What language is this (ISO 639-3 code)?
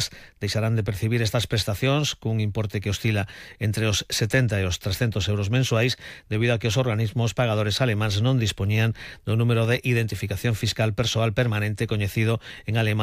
glg